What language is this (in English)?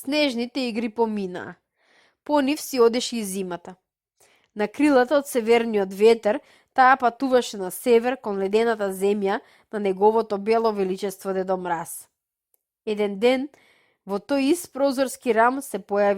Macedonian